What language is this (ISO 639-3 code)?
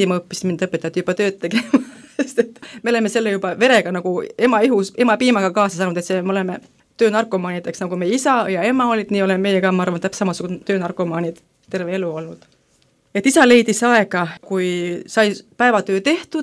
est